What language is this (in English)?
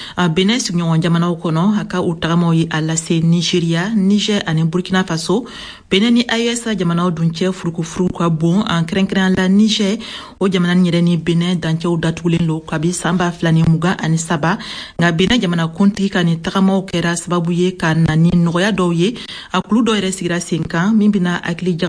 Bambara